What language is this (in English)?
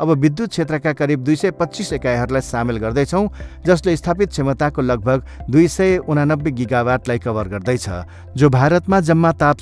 Nepali